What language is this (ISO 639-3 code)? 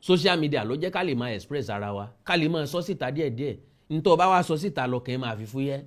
yor